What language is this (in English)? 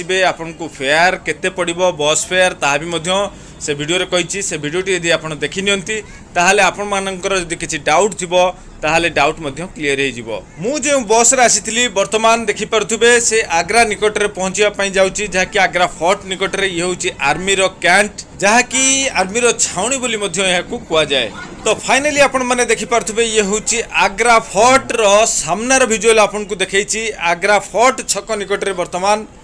Odia